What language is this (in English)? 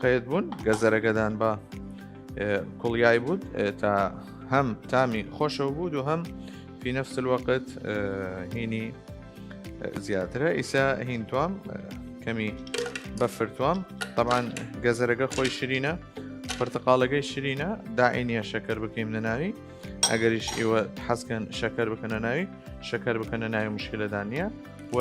Southern Kurdish